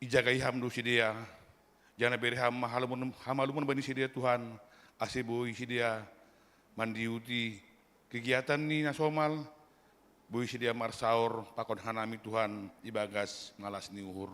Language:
Batak Simalungun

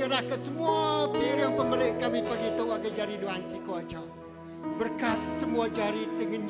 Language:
Iban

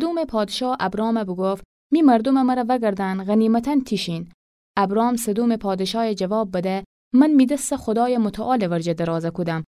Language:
Gilaki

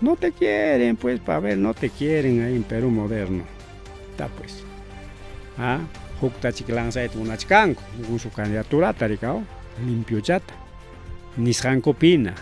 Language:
Ayacucho Quechua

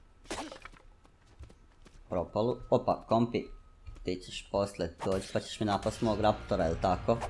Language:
Croatian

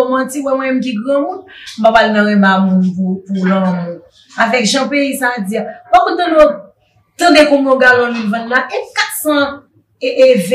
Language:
Haitian Creole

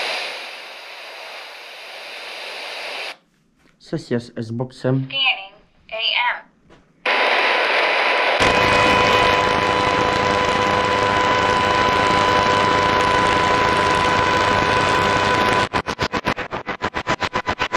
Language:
Polish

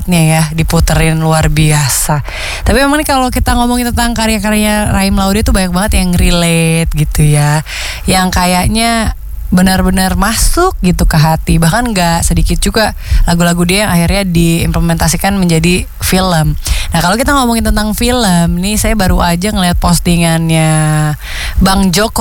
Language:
Indonesian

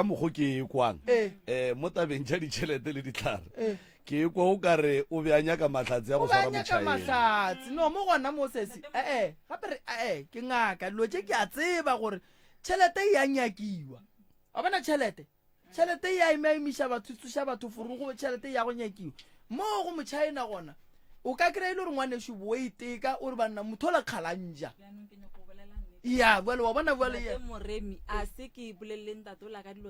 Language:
Northern Sotho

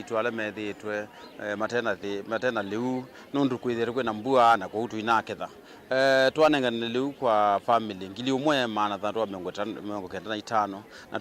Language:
Kamba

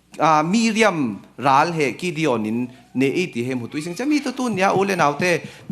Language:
Falam Chin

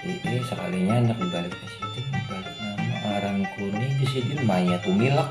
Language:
Banjar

